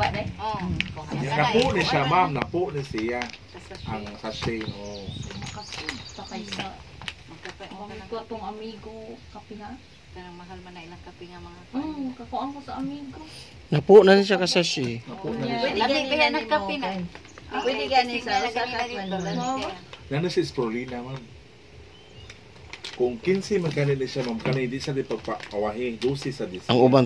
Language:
Cebuano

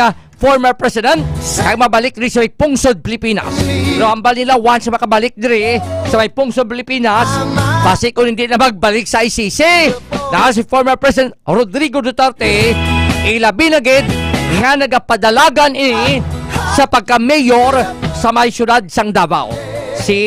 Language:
Hiligaynon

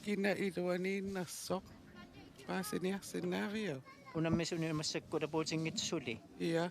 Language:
Kalaallisut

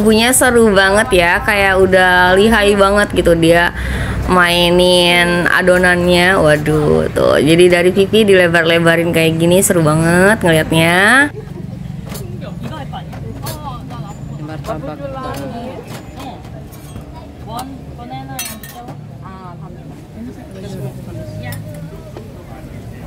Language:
Indonesian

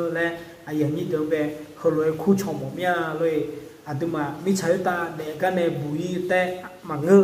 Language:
Akha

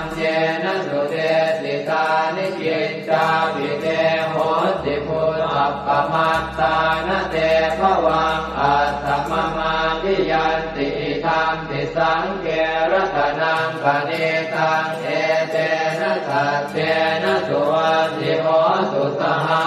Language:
Pali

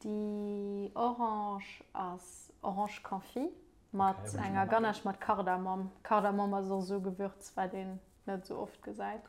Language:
Luxembourgish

